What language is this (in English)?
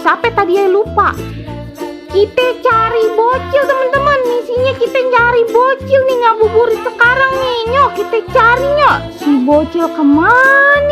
Betawi